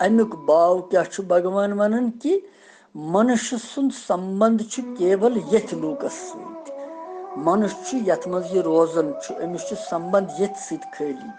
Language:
Kashmiri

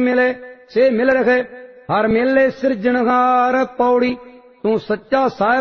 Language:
Punjabi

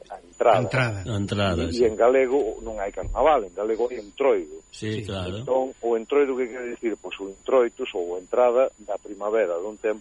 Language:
Galician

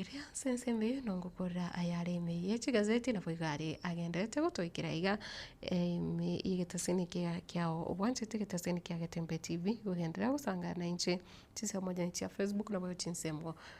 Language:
Gusii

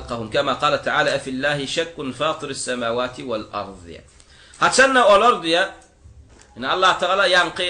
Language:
Turkmen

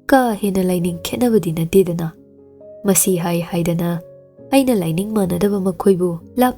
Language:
Manipuri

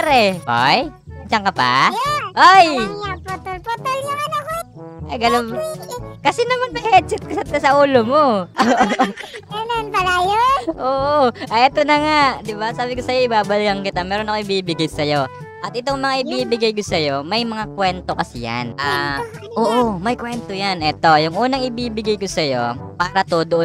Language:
Filipino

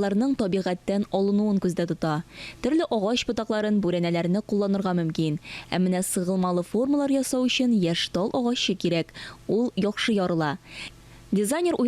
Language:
Tatar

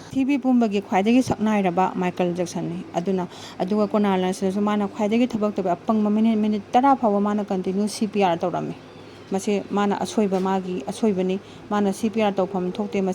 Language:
Manipuri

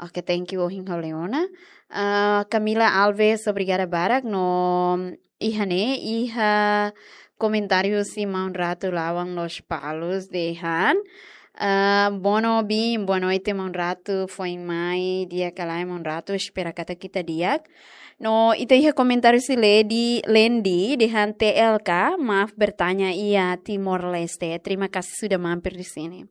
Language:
Tetum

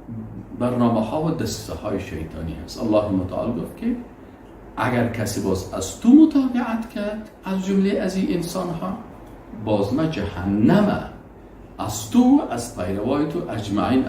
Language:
Persian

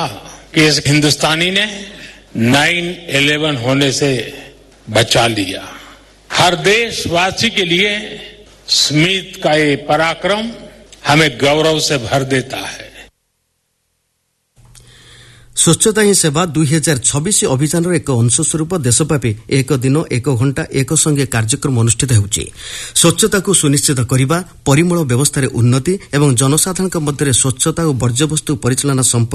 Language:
Odia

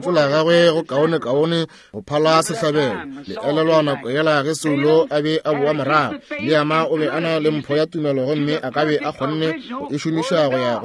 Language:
Northern Sotho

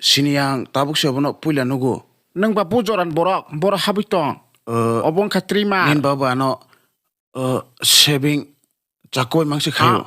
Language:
Kok Borok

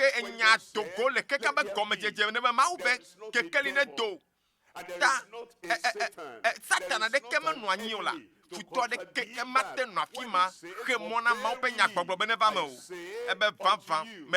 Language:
Ewe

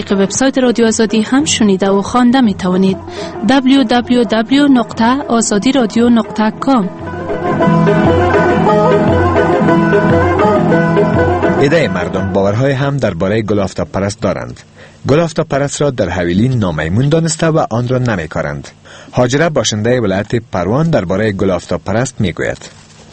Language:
Persian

